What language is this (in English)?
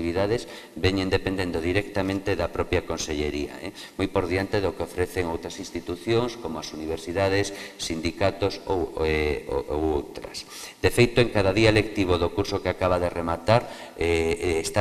Galician